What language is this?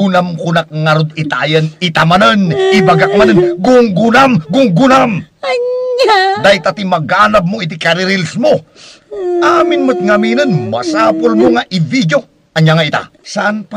Iloko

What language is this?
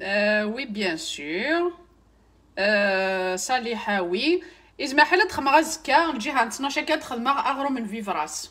Kabyle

